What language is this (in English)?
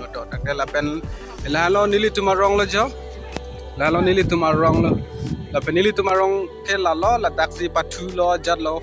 Karbi